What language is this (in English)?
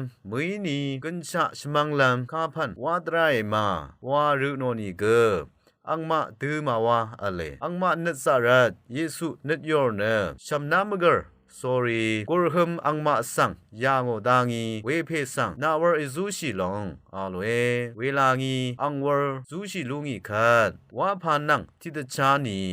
Rawang